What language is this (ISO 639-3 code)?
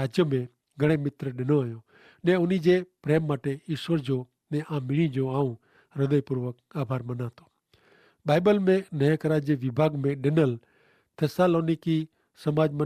kfr